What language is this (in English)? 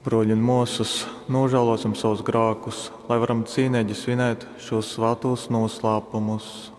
Latgalian